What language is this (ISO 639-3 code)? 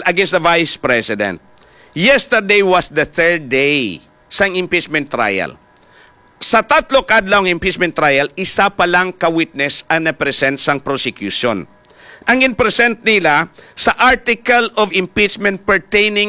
hil